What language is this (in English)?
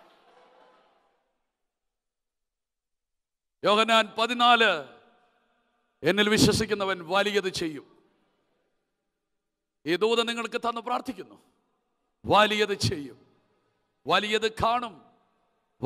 Malayalam